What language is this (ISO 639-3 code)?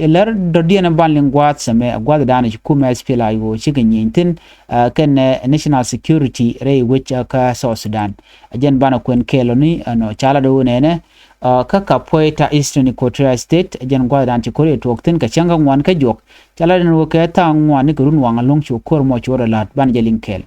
nus